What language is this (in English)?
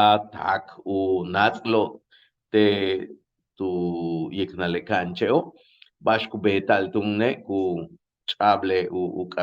Yucateco